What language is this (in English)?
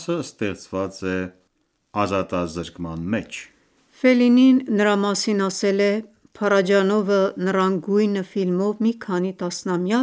Armenian